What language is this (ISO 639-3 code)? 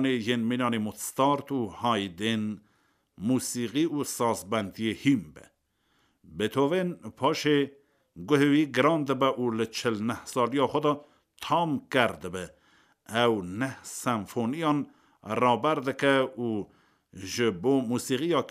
kur